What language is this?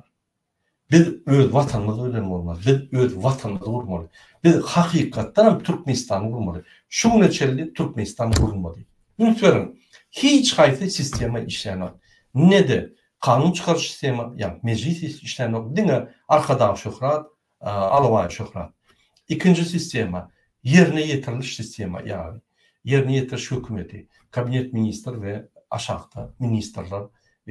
Turkmen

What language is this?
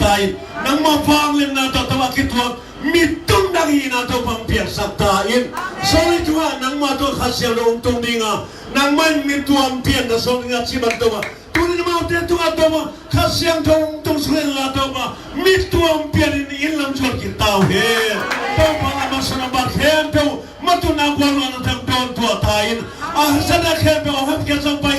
Tedim Chin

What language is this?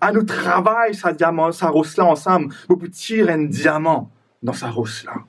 Morisyen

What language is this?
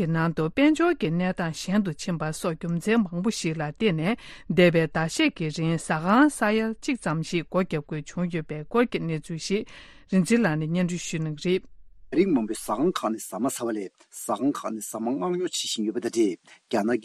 Tibetan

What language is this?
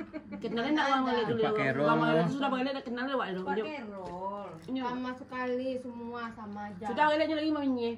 Minangkabau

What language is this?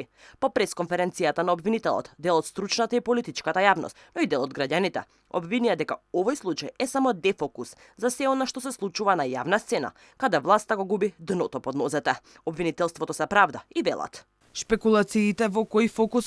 Macedonian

